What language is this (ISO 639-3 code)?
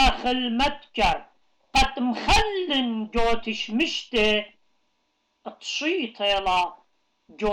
aii